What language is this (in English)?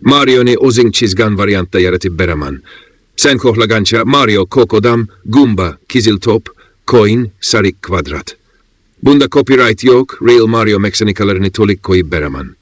Uzbek